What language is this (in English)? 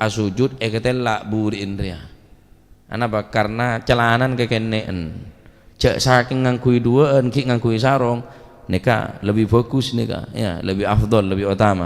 Madurese